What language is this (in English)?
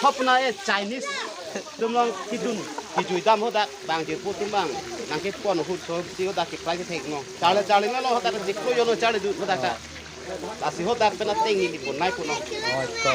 Karbi